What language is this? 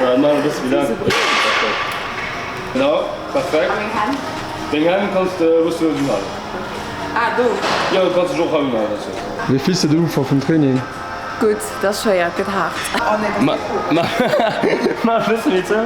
Luxembourgish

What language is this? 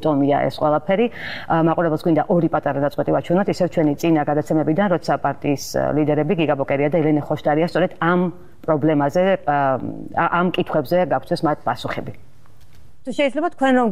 Georgian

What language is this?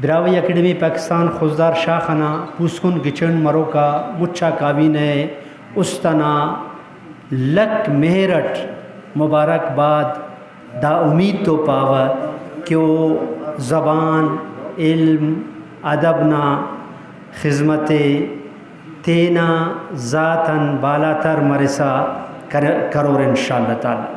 Brahui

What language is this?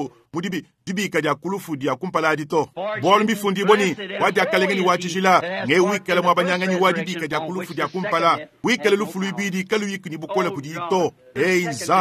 Luba-Lulua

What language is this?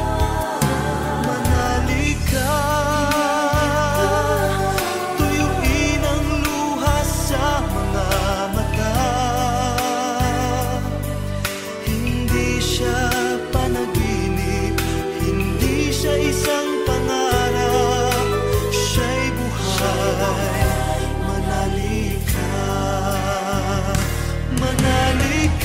Filipino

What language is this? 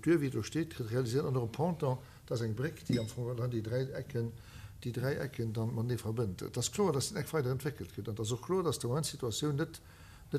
Luxembourgish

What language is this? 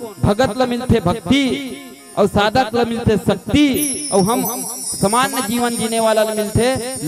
Chhattisgarhi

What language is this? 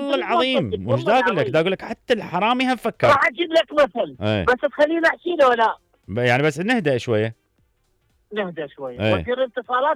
Mesopotamian Arabic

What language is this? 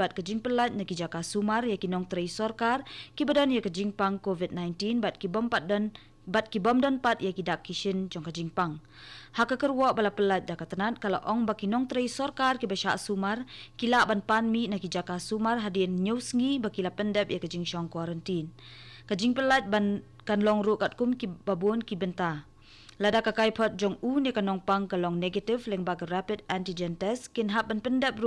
Khasi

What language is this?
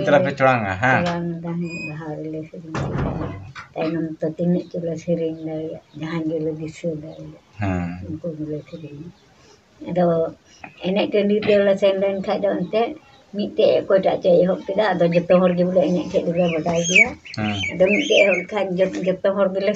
Santali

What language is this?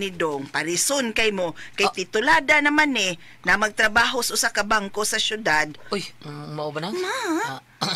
Cebuano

